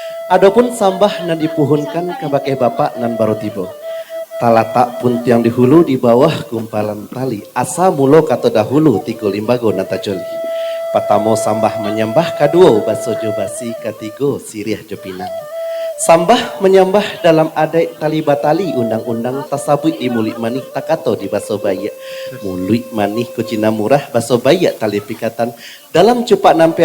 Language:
Minangkabau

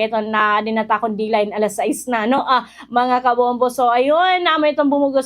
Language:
Waray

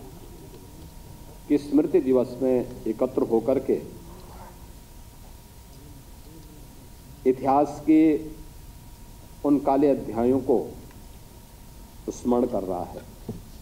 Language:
Hindi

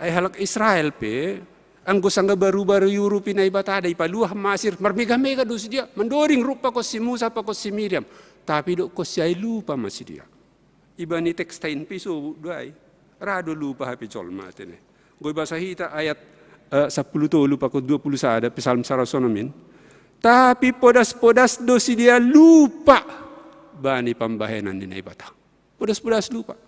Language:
Batak Simalungun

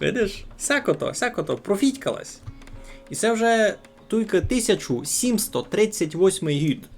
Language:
Rusyn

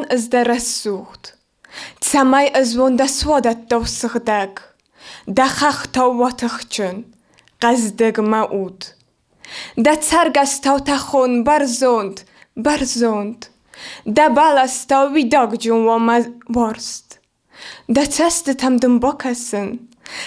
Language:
Ossetic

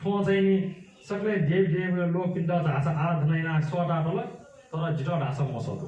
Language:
Newari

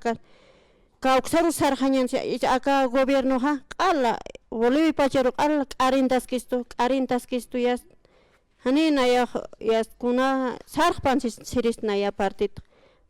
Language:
Aymara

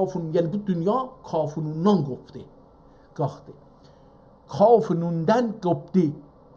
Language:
South Azerbaijani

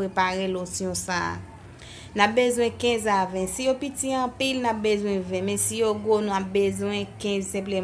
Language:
Haitian Creole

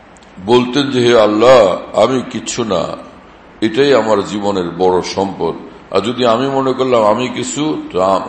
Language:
Bangla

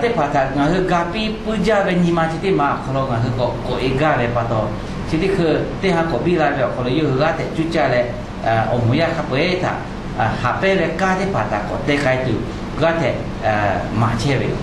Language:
Lahu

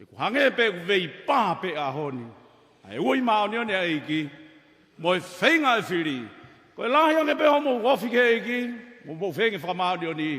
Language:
Tongan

